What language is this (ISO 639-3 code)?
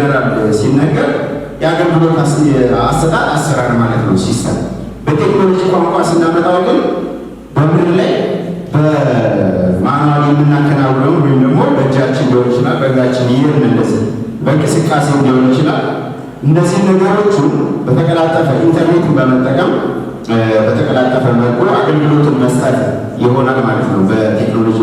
amh